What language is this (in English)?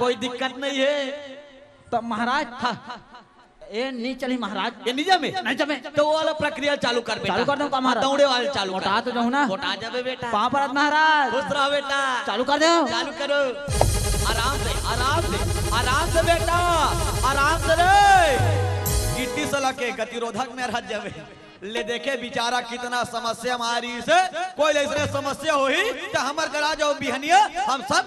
Chhattisgarhi